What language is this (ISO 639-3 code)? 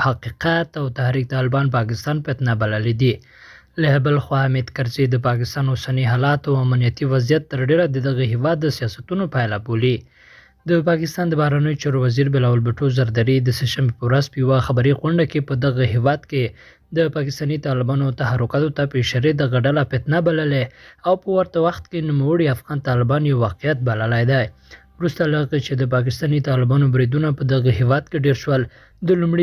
pus